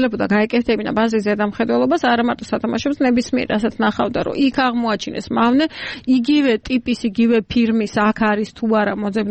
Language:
Georgian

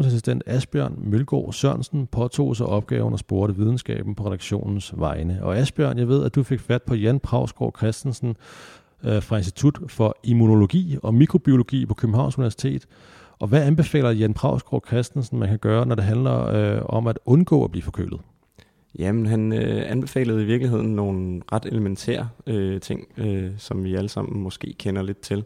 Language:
Danish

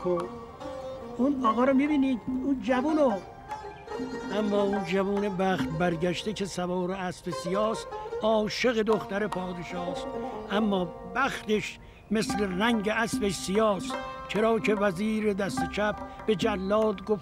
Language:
Persian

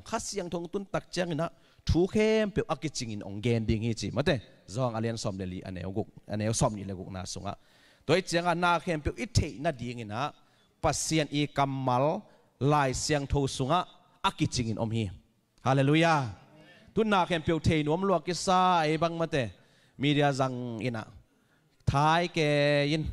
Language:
Tedim Chin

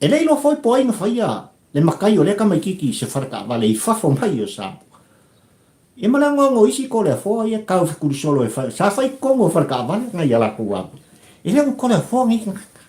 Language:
Samoan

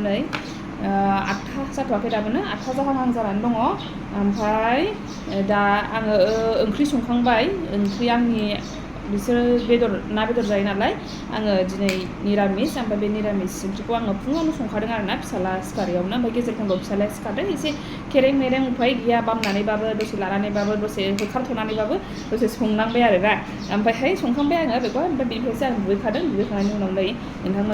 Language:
Bodo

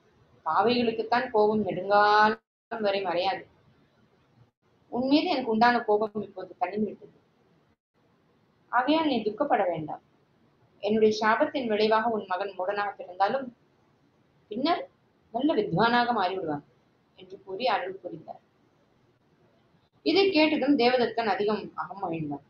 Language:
Tamil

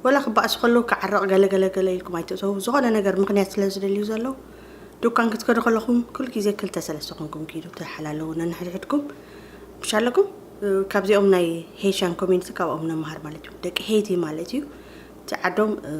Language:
Tigrinya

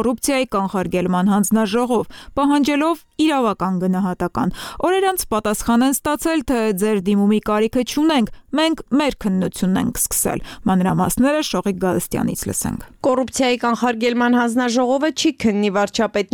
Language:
Armenian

